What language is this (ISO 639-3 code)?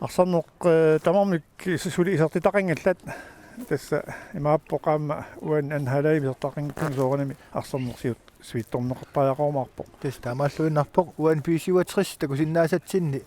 kal